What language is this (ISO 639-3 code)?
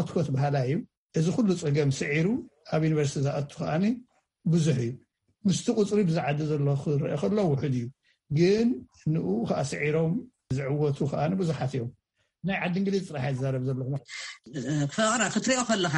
tir